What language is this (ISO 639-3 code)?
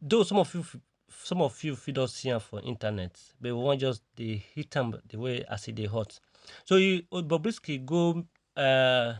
pcm